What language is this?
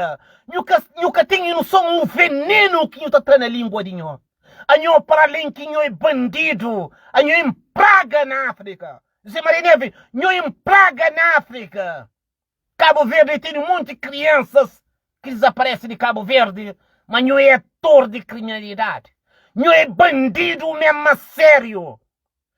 Kabuverdianu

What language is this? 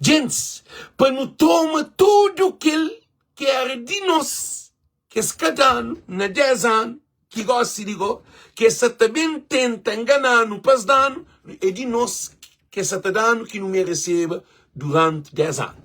Kabuverdianu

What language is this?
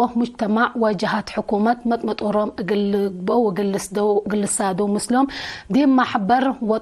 Tigre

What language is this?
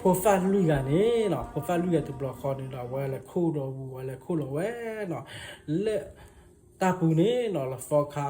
S'gaw Karen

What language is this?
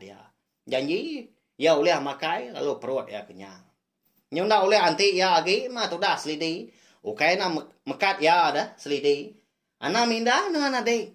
Iban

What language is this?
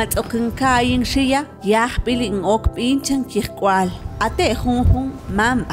Mam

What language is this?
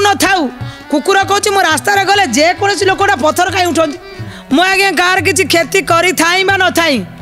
Odia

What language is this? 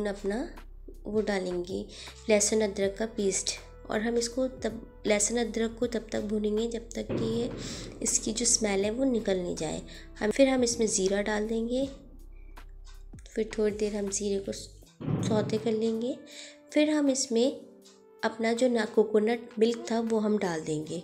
Hindi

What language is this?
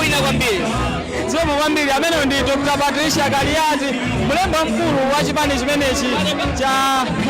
Nyanja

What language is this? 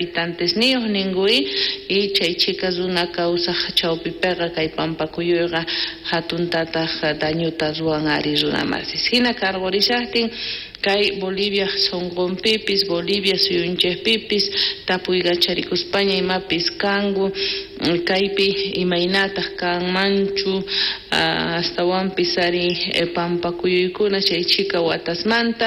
South Bolivian Quechua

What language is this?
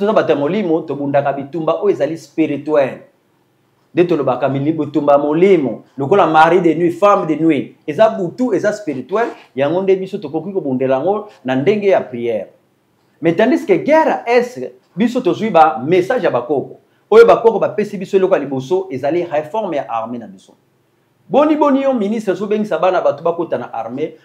Lingala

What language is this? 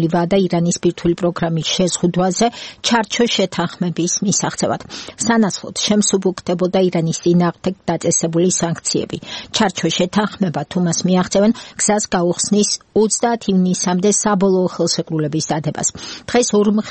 Georgian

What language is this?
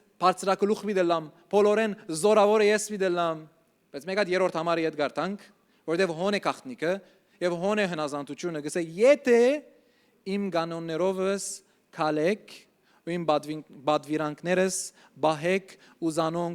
Western Armenian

